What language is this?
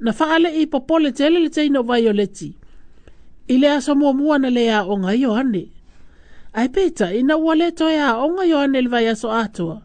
Samoan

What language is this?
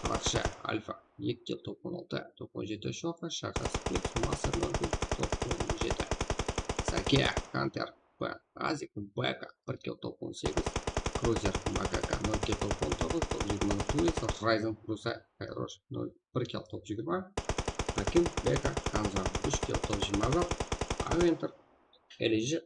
Kara-Kalpak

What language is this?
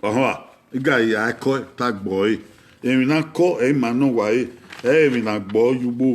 Bini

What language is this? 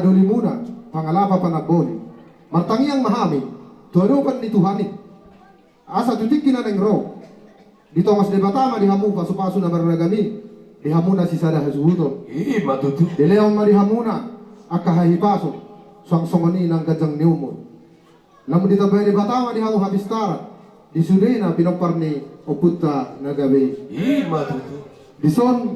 Batak Toba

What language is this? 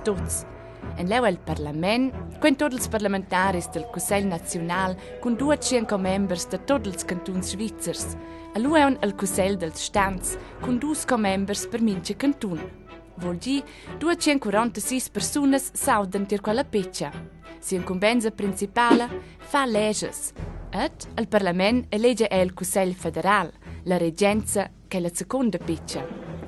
Romansh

